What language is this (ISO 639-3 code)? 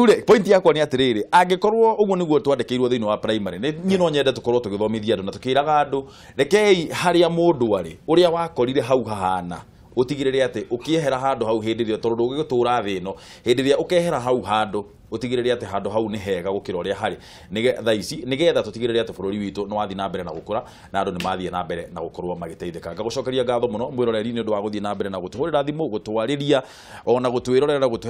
kik